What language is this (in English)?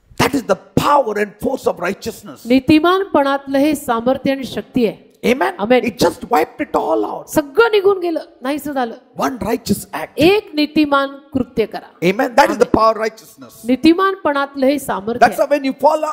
Marathi